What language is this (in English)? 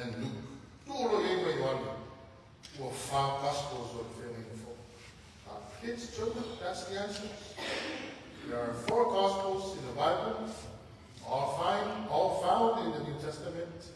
Samoan